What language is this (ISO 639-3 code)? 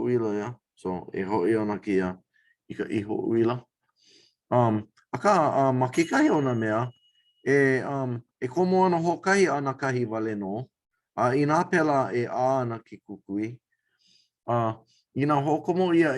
haw